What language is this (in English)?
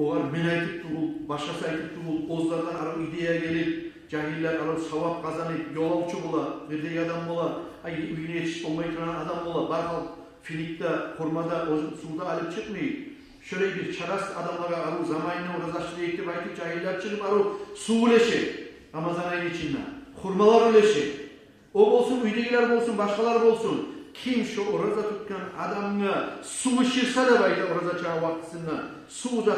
Kumyk